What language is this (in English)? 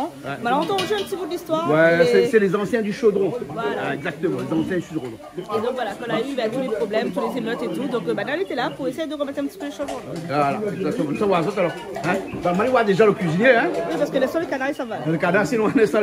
Réunion Creole French